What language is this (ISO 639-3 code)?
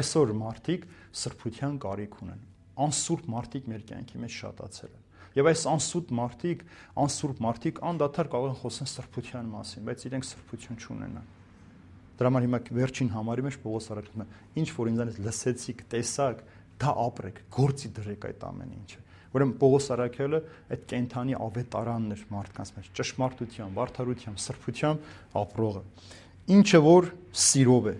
hye